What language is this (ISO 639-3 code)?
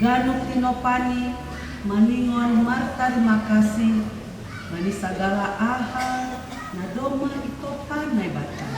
bts